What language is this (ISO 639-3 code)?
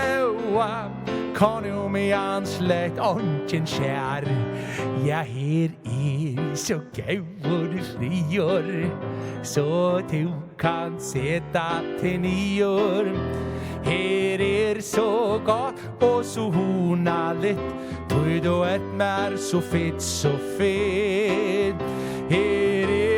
fao